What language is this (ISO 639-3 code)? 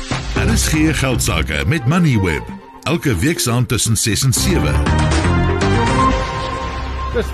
afr